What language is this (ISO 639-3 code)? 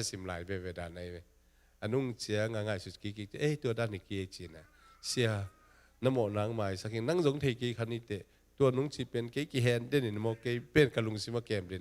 ctd